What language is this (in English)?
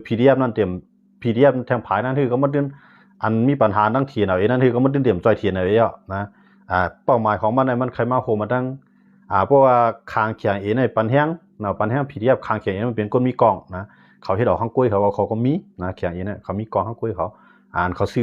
Shan